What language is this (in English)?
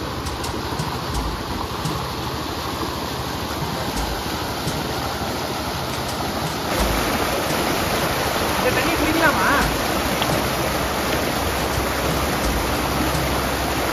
Tamil